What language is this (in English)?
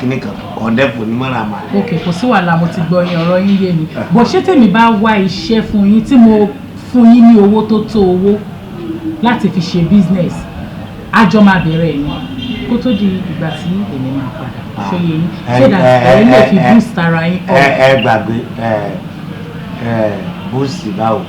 Yoruba